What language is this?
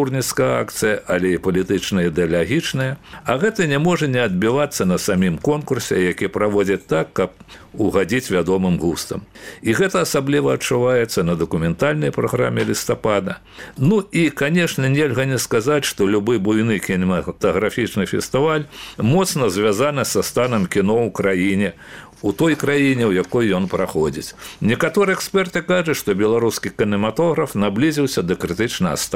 Belarusian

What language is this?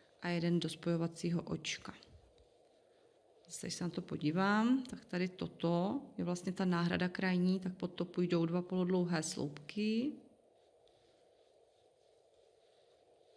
Czech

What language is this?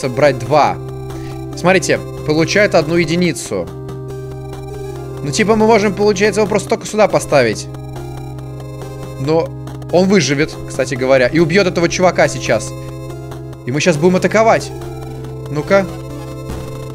Russian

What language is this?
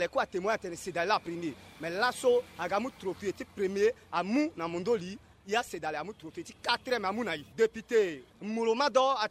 Sango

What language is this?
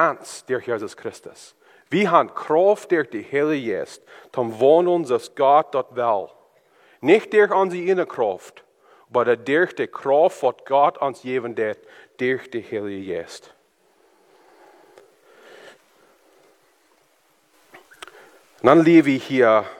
German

